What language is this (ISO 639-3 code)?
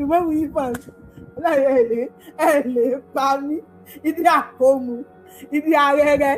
yor